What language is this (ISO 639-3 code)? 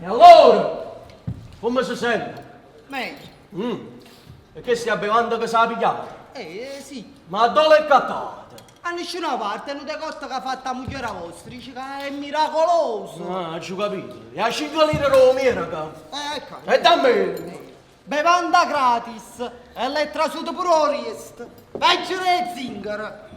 nap